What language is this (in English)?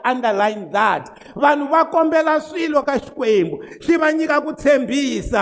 Tsonga